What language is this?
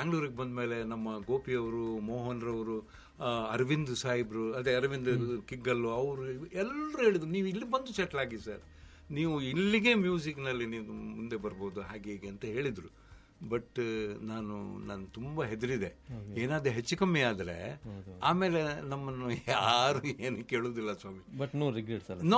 Kannada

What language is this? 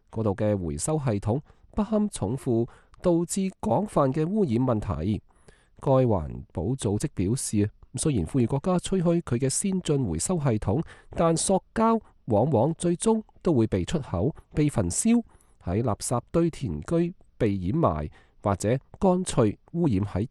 Cantonese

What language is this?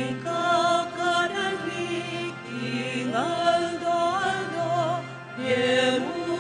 Pampanga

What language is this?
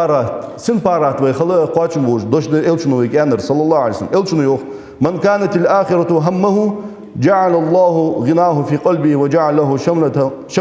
Ingush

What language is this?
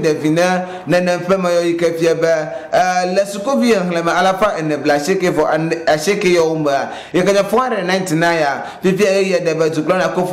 Ewe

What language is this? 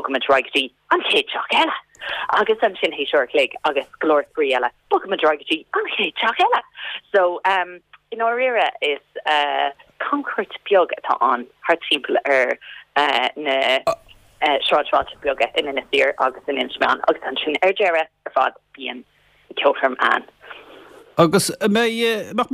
Irish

